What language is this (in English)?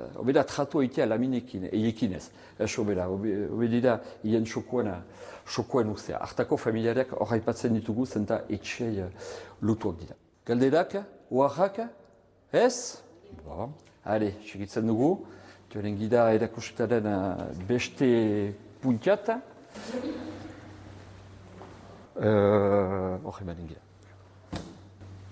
Basque